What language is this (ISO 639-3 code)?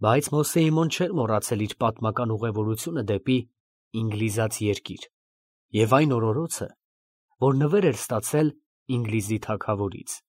hye